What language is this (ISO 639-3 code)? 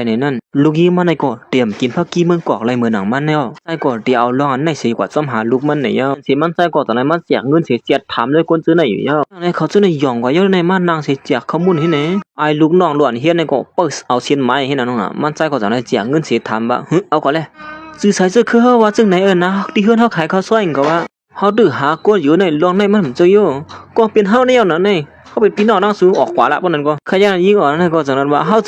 shn